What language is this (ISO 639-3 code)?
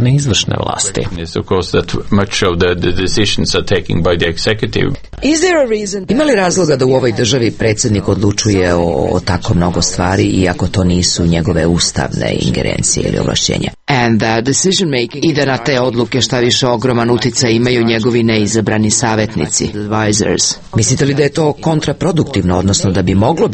srp